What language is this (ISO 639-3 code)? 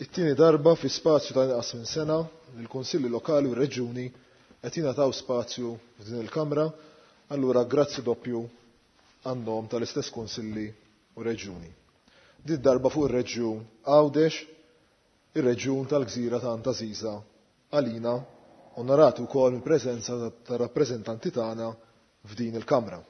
mlt